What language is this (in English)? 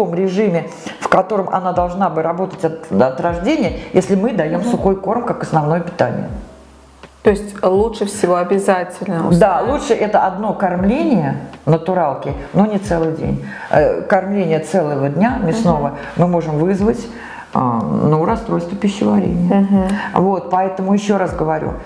Russian